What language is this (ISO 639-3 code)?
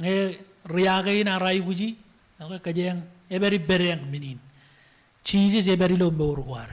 mah